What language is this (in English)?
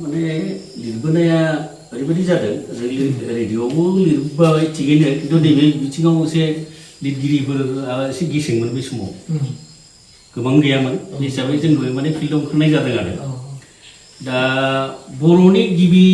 Bodo